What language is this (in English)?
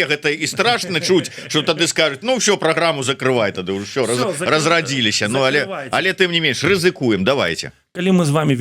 Belarusian